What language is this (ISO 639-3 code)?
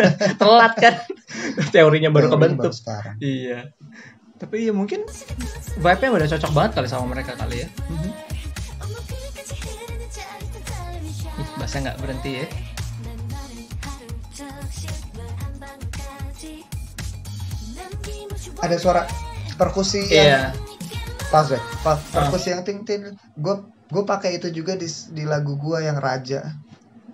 ind